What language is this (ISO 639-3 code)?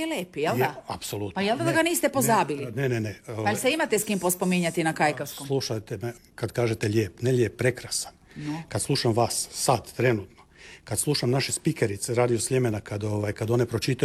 hrv